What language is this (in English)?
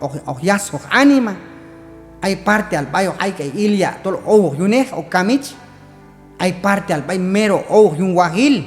Q'anjob'al